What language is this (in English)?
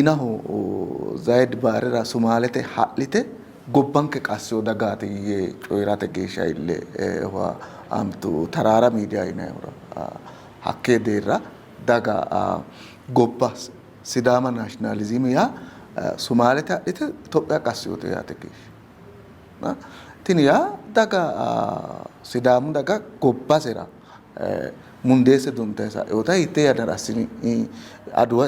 Sidamo